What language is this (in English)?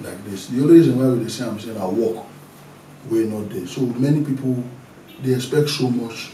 Nigerian Pidgin